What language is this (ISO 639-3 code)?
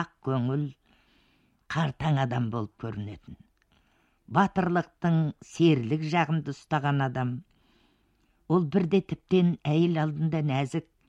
kaz